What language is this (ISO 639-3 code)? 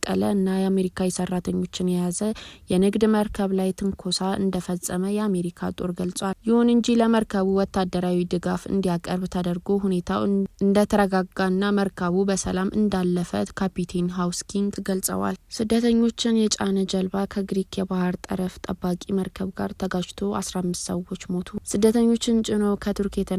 amh